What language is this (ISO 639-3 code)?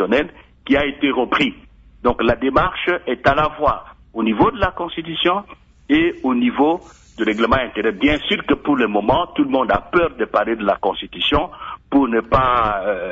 fra